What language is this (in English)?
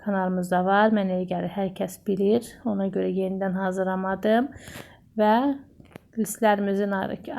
Azerbaijani